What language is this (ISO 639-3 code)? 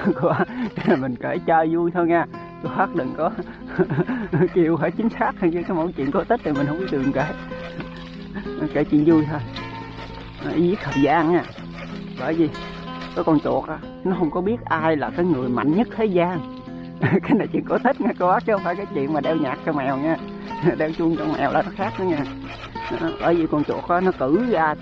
vie